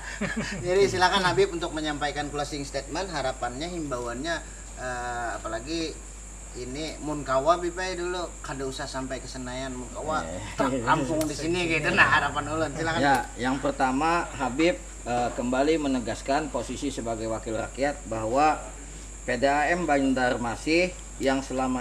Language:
Banjar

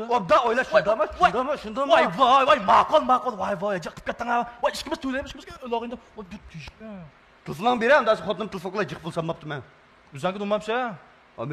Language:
Uyghur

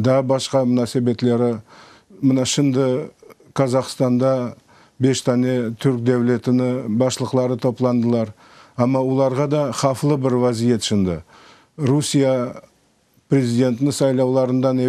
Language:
Crimean Tatar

